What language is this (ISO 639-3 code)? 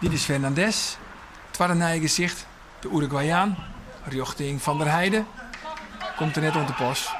fry